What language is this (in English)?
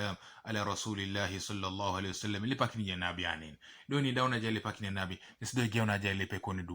Teso